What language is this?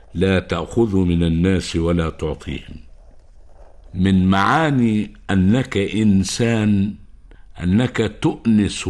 Arabic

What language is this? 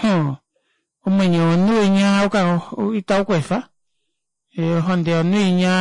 Kuanyama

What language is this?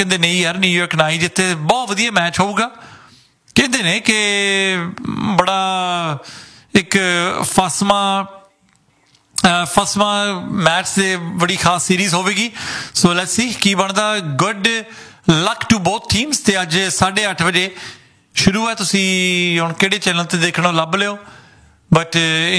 Punjabi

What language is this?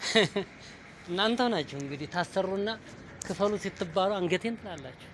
Amharic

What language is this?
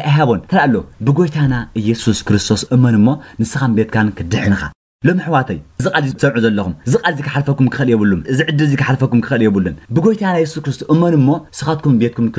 Tigrinya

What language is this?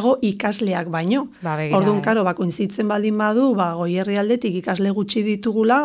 Basque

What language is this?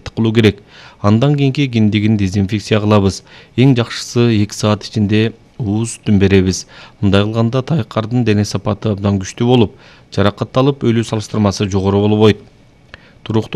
Kyrgyz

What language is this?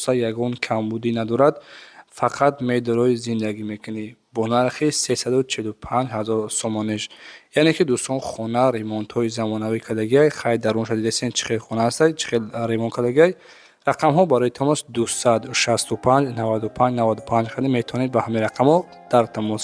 Tajik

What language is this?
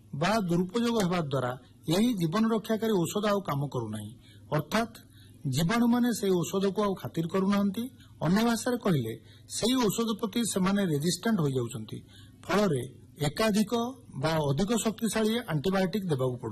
Odia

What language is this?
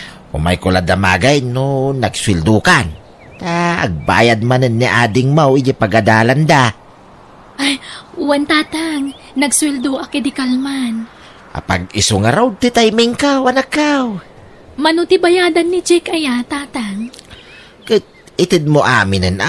Iloko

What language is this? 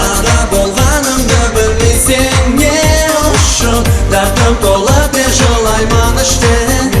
Kara-Kalpak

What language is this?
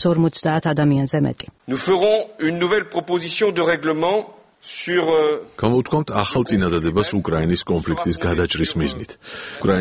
Georgian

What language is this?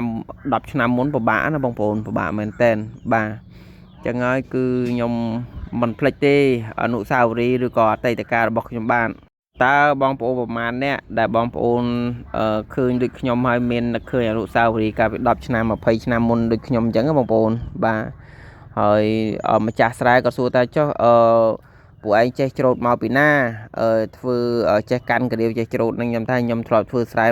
Khmer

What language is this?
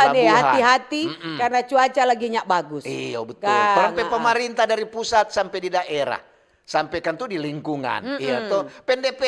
Manado Malay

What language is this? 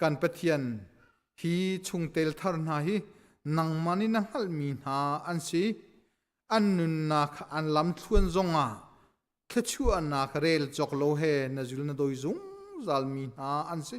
Hakha Chin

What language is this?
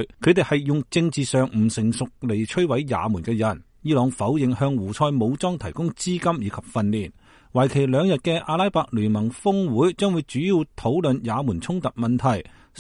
Cantonese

